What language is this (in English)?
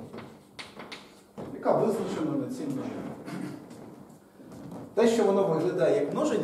Ukrainian